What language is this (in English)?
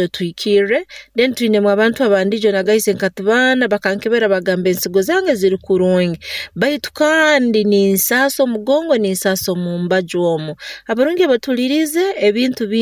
Nyoro